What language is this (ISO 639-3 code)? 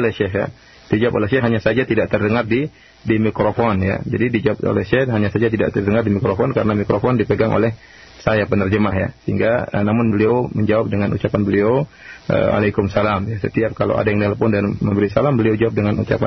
ind